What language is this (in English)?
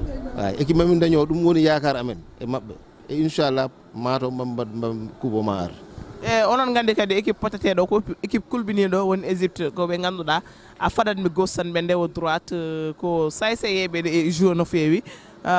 Fula